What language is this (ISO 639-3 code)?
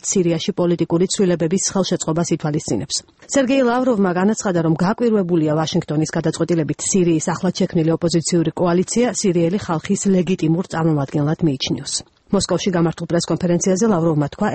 kat